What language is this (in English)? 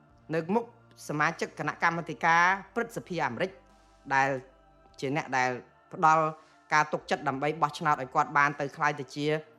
Khmer